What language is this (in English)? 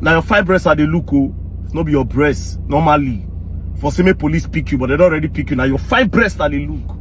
Nigerian Pidgin